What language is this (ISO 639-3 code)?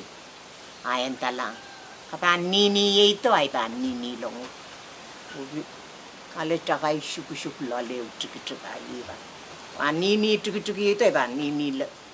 pon